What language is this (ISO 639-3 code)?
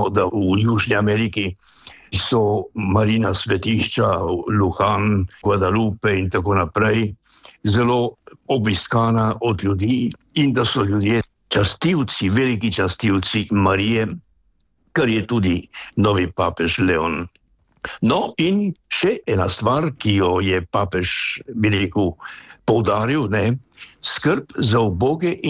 slv